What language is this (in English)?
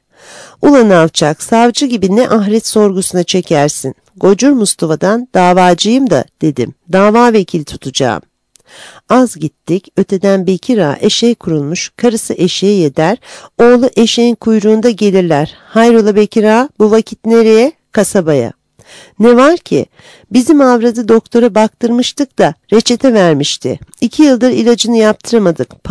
Turkish